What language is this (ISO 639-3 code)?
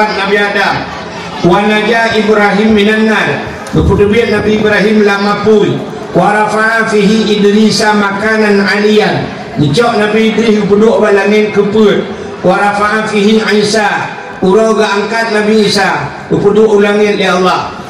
ace